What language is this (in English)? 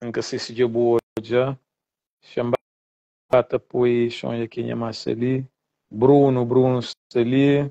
Kabuverdianu